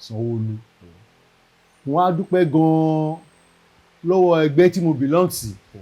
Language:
Yoruba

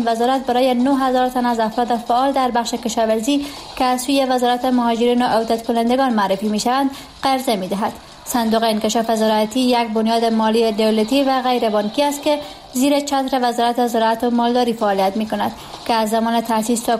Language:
Persian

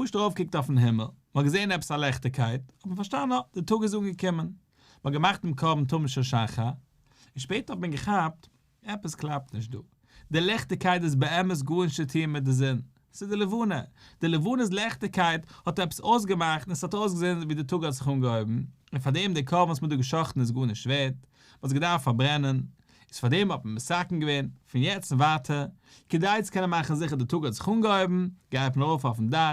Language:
Yiddish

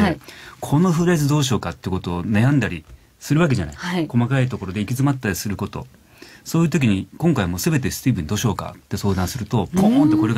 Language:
Japanese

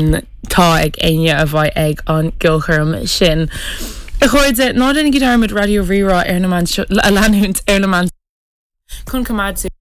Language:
Irish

